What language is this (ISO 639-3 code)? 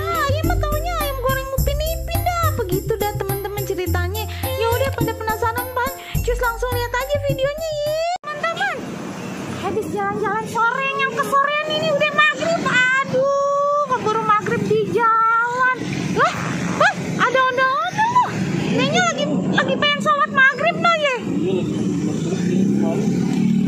bew